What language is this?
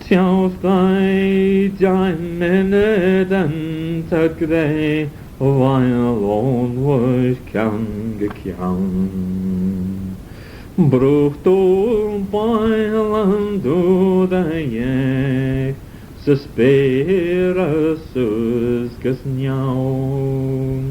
Manx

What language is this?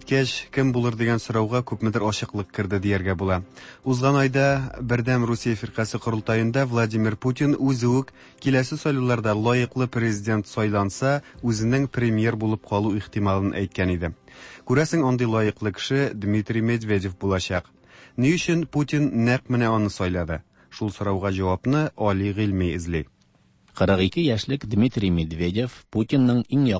Tatar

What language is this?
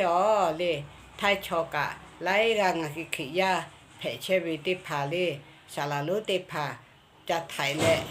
Lahu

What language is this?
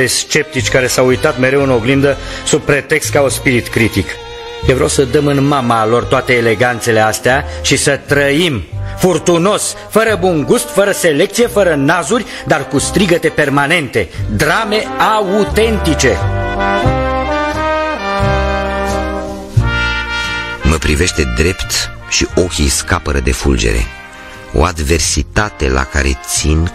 Romanian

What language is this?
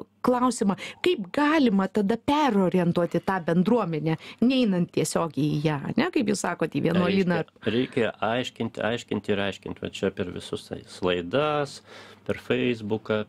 Lithuanian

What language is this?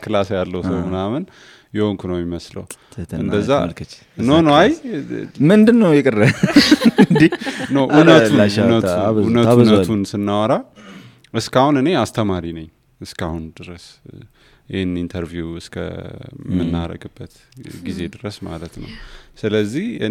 Amharic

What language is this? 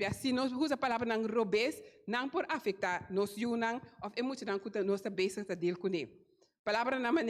Papiamento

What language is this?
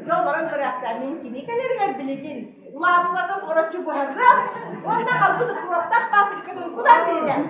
Yakut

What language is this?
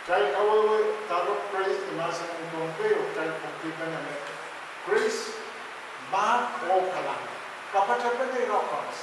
Pohnpeian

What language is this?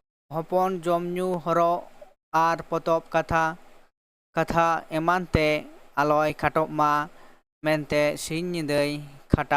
Santali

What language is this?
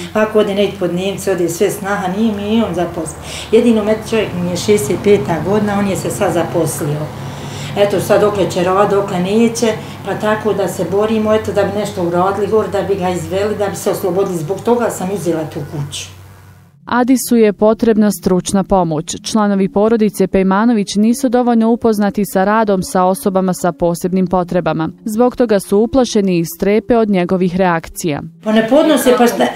Bosnian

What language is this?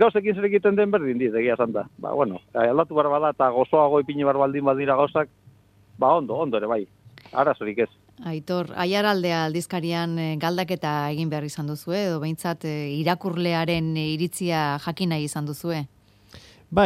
Basque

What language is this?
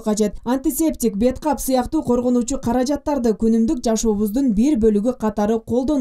Kyrgyz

